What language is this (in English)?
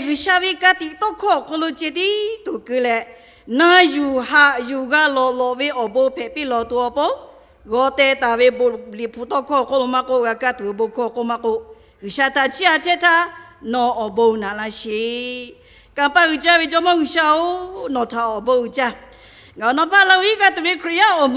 Lahu